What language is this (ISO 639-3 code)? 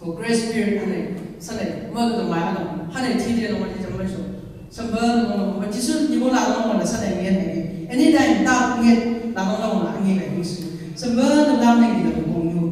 nbc